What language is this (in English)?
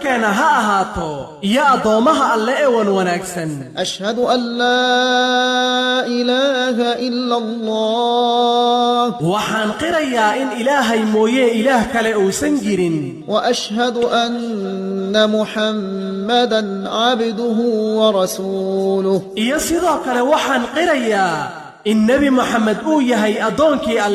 Somali